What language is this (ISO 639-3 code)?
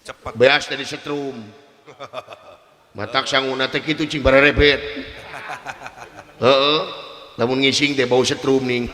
sun